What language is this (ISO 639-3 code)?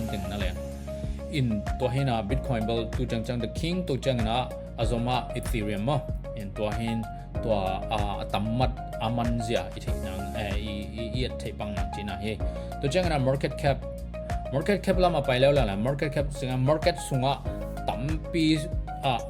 ctd